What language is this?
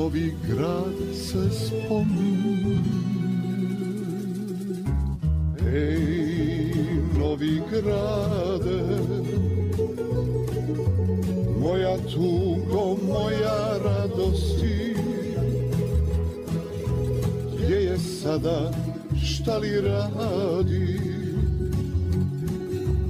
Bosnian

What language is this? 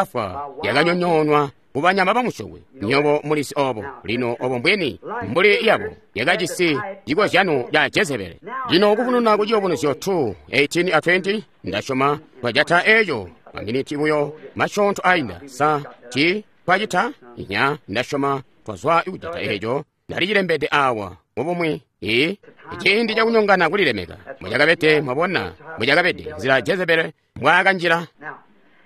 Tonga (Zambia)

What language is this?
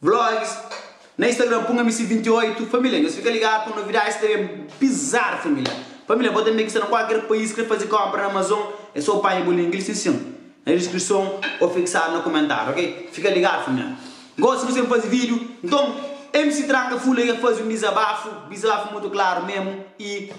Kabuverdianu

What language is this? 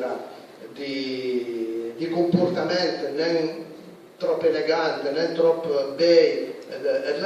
Piedmontese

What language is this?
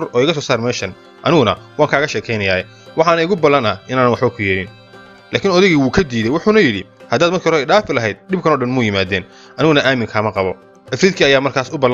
Somali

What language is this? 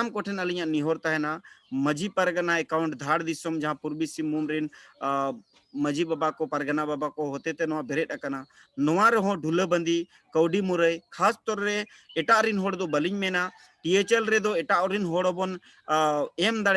Santali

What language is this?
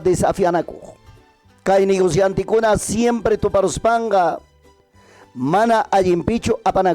Ayacucho Quechua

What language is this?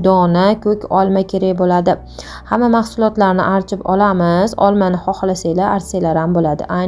Uzbek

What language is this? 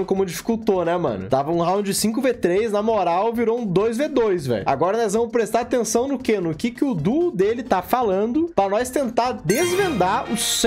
Portuguese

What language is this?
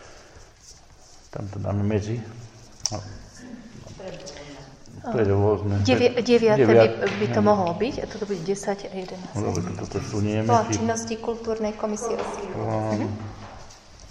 Slovak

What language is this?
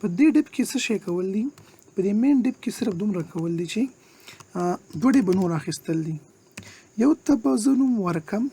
Pashto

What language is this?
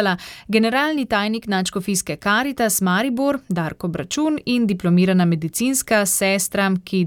Slovenian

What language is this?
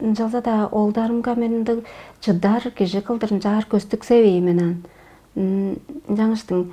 Tuvinian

